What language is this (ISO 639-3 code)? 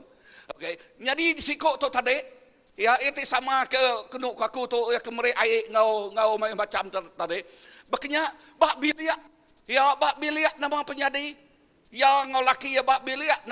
iba